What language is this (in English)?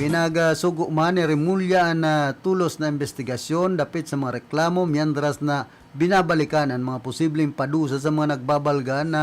Bikol